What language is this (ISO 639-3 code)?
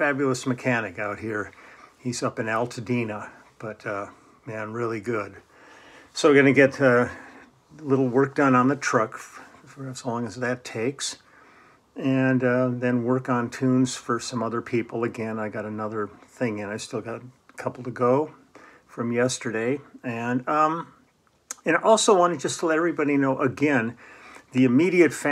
eng